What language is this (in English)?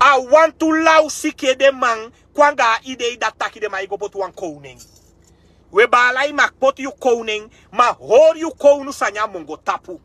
Sranan Tongo